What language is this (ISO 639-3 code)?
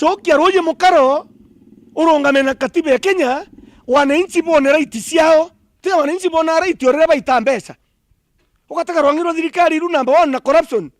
mer